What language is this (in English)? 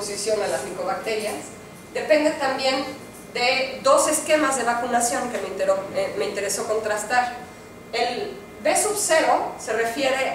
Spanish